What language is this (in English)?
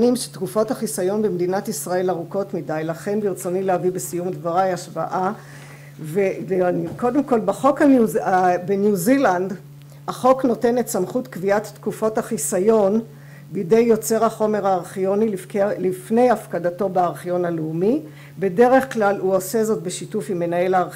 Hebrew